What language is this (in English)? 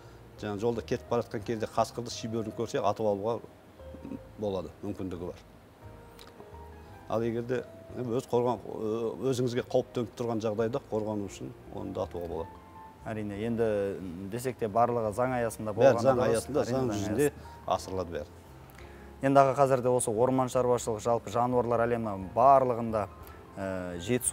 Kazakh